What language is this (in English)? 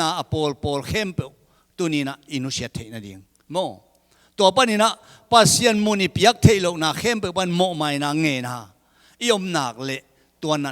Tedim Chin